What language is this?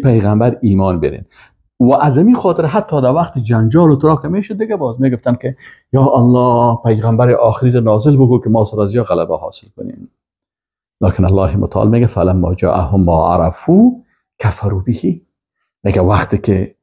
Persian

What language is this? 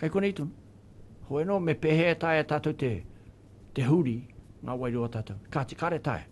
Māori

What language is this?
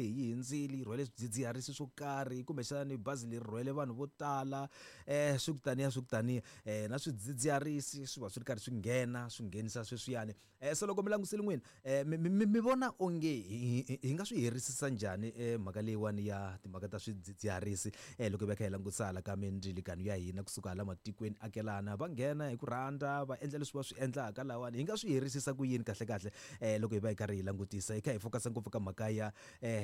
Tsonga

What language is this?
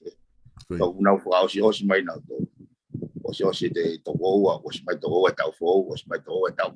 Tongan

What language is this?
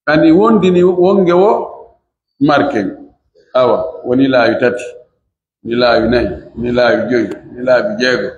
Pular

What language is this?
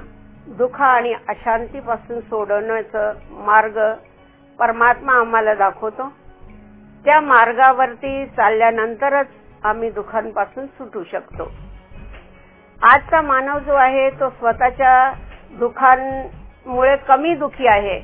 Marathi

